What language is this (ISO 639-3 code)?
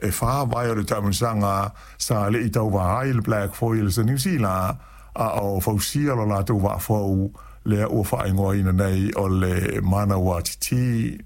smo